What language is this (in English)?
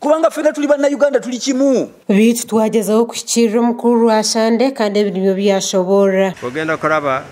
Nyankole